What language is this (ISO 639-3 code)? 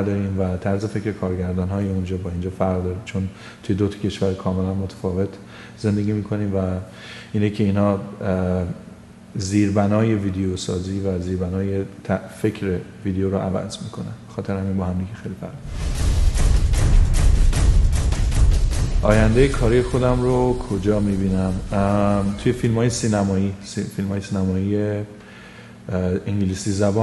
fas